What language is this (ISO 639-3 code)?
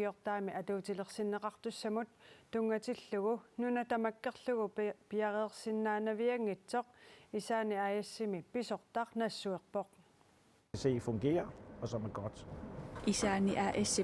kal